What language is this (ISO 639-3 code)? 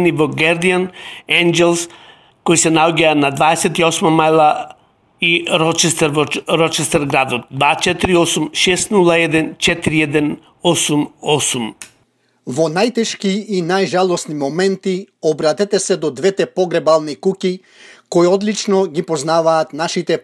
mkd